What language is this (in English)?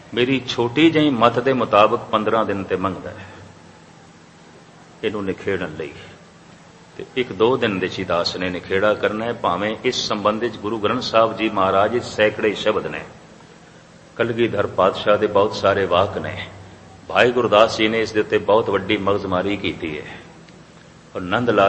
Punjabi